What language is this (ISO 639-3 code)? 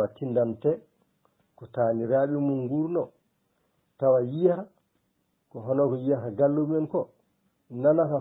ful